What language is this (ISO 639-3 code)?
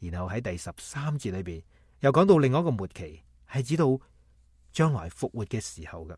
yue